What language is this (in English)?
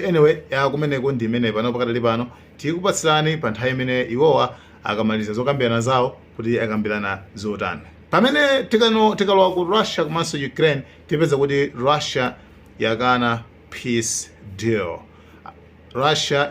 Nyanja